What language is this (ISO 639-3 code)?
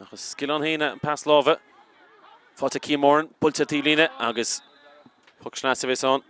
gle